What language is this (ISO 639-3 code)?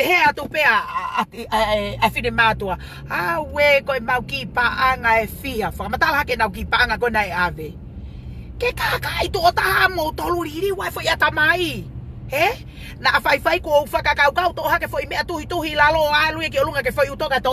ton